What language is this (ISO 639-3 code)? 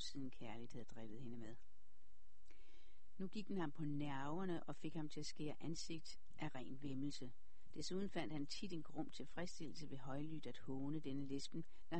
dan